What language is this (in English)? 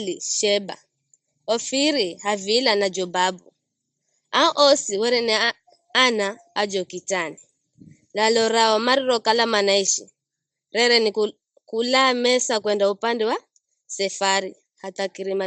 Giryama